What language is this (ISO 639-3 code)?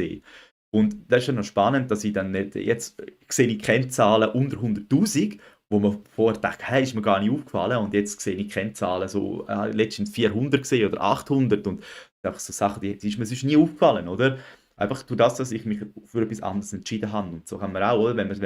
gsw